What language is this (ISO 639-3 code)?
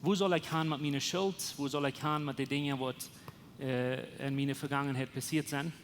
pdt